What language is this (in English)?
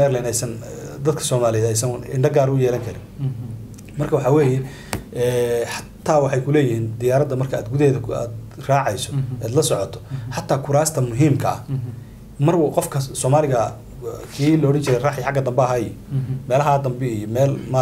Somali